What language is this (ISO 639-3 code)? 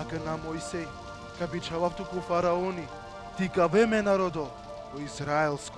rmn